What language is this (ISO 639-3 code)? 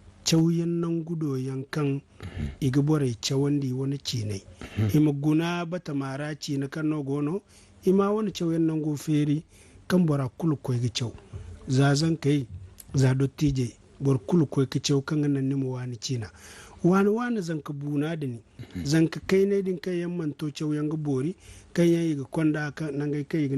dje